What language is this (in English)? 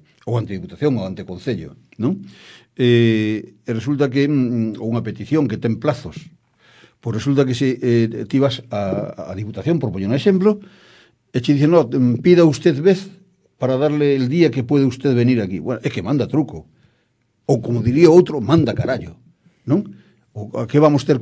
Galician